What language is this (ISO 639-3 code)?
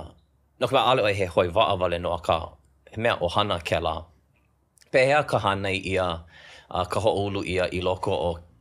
haw